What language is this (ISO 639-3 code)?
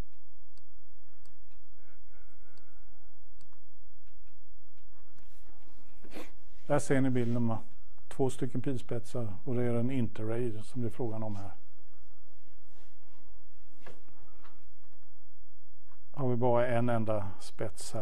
swe